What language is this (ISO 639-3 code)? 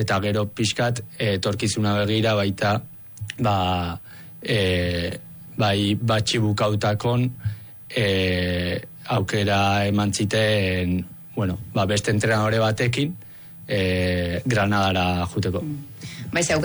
eus